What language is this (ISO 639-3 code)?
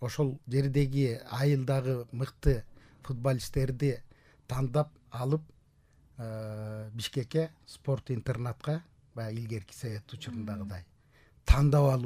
kir